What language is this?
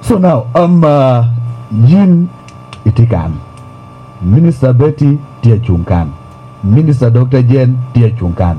Lango (Uganda)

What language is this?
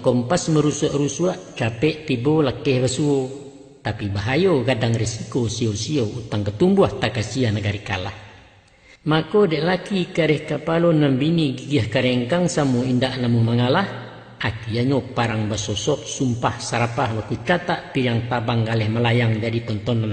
Minangkabau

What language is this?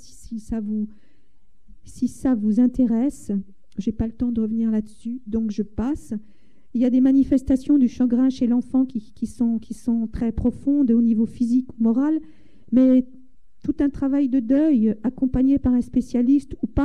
French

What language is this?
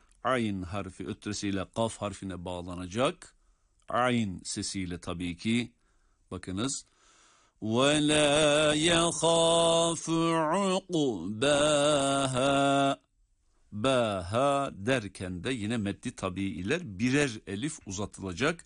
Turkish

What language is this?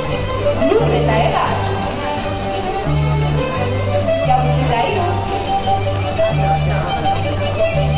Basque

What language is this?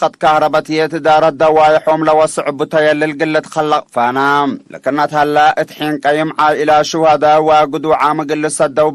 Tigre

